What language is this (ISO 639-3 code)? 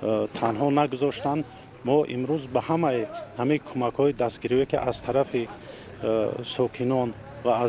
tgk